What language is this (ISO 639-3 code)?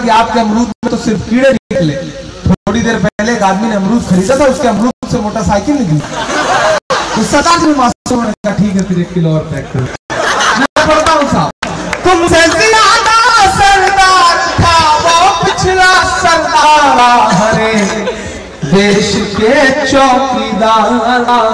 hin